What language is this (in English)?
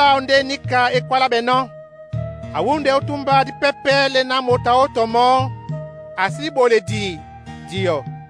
Duala